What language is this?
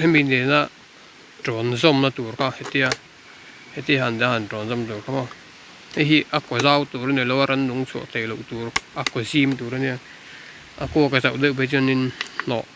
Mizo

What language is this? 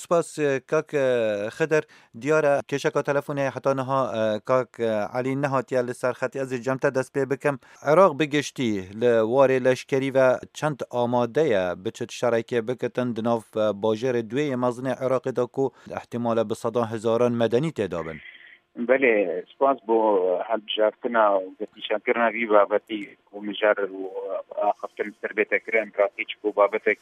Kurdish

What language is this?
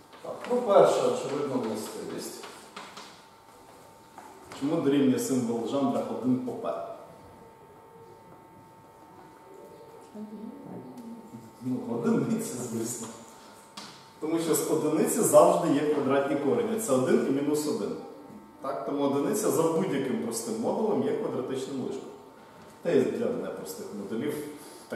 Ukrainian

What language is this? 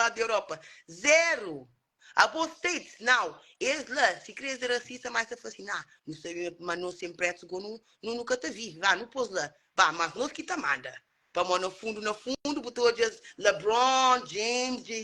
Kabuverdianu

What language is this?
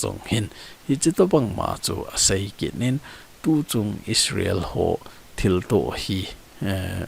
Thado Chin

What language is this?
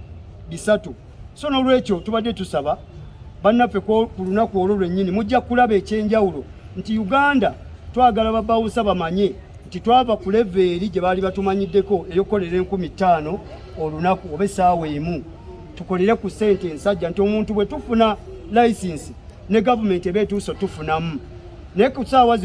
Ganda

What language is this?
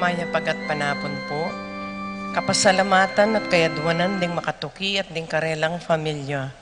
Pampanga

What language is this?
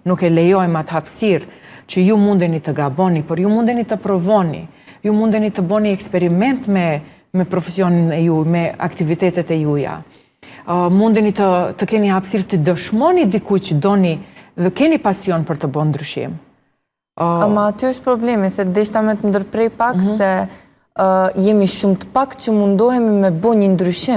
Albanian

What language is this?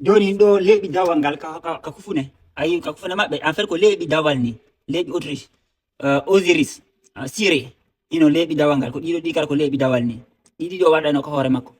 Fula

